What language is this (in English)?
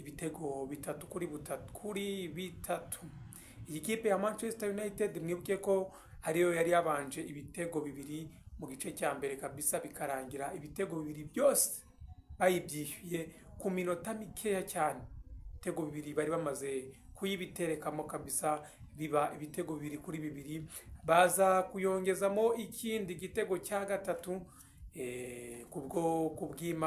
Kinyarwanda